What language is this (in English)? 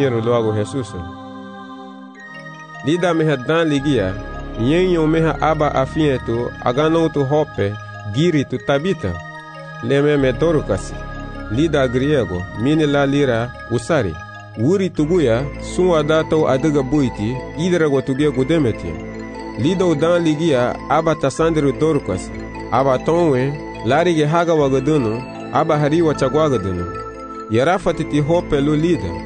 Garifuna